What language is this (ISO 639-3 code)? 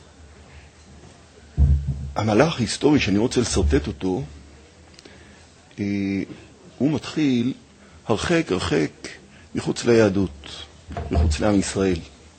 heb